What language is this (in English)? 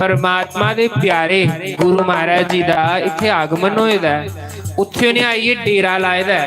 Dogri